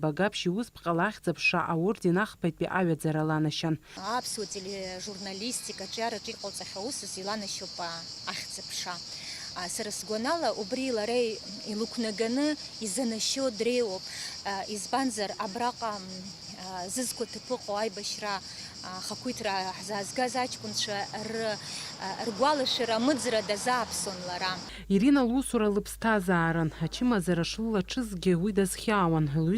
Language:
Abkhazian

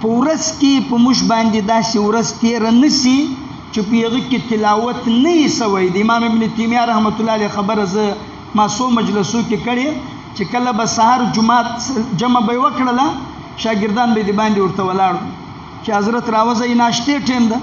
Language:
Pashto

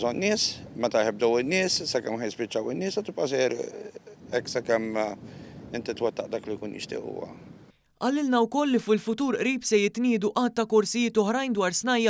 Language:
Maltese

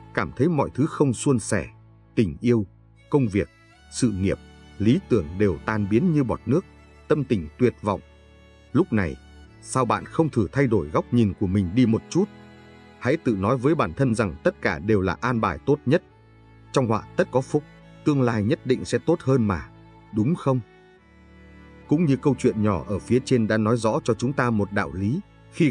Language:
Vietnamese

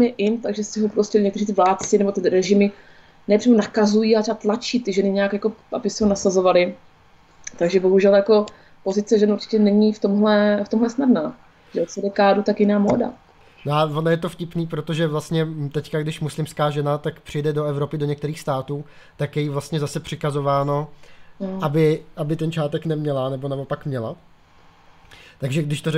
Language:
Czech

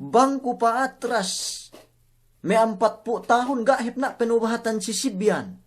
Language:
Yakan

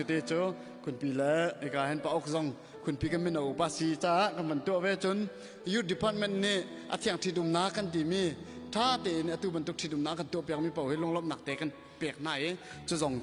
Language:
Hakha Chin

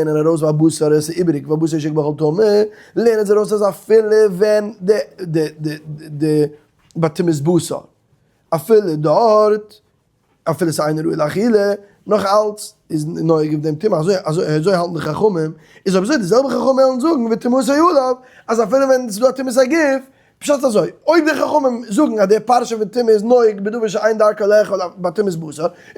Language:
Yiddish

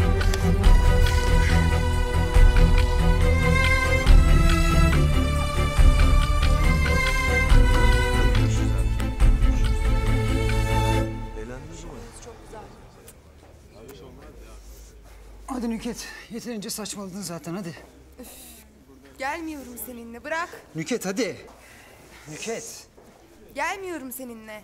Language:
Turkish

